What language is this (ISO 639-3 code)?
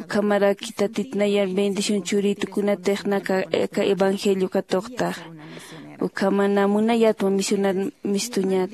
aym